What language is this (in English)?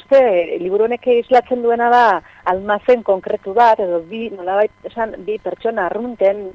Basque